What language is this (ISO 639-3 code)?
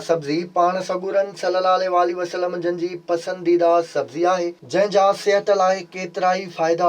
snd